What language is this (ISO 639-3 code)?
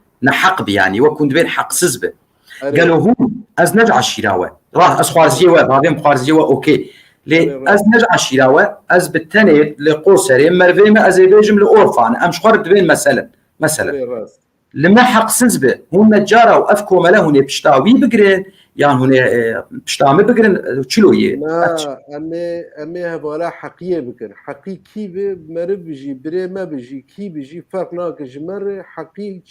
kur